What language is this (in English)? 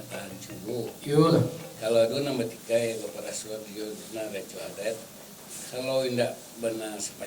Minangkabau